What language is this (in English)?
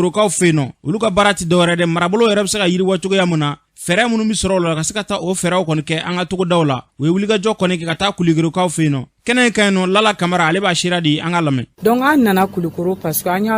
Bambara